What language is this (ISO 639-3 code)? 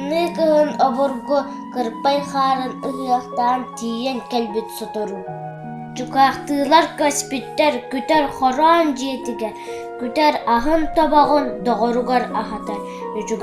sah